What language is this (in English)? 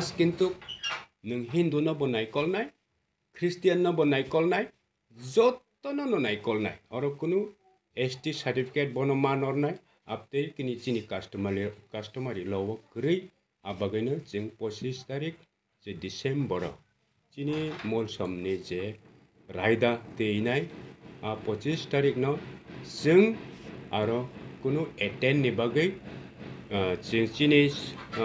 Kok Borok